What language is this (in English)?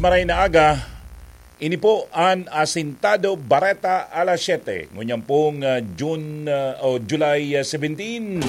Bikol